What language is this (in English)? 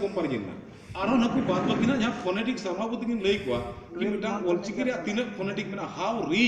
Santali